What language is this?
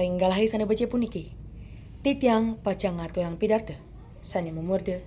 Balinese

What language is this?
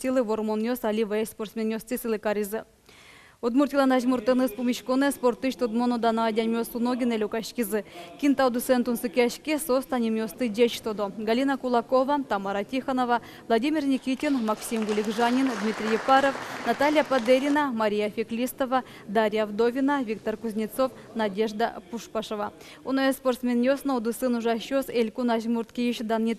Udmurt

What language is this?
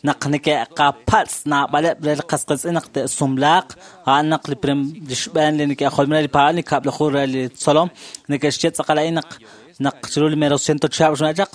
Kekchí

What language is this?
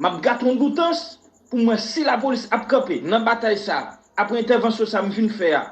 Haitian Creole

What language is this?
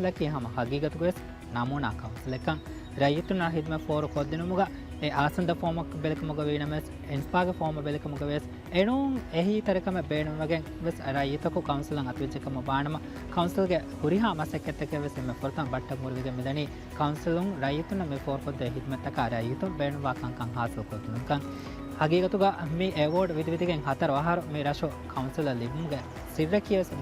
Divehi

